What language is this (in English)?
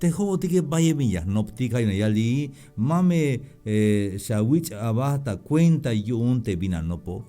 Tzeltal